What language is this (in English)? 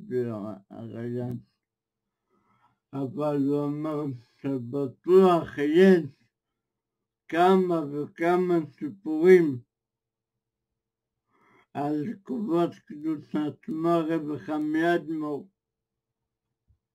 Hebrew